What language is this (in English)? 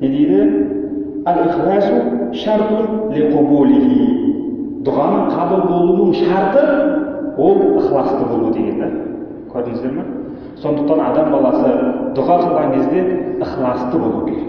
Kazakh